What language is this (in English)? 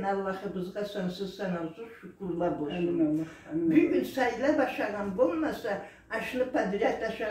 Karachay-Balkar